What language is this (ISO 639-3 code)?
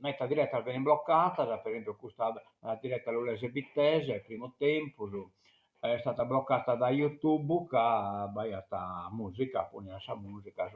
srd